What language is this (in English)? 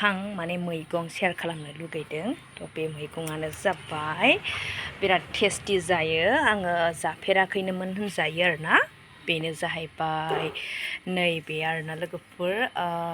Bodo